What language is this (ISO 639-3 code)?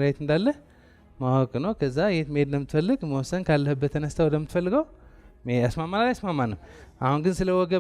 amh